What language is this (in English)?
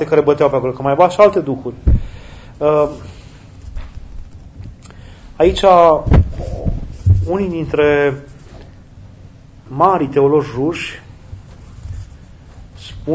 Romanian